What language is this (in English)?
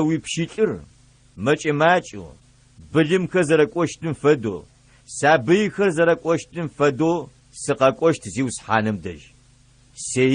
Adyghe